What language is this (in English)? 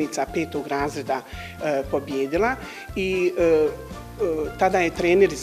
Bosnian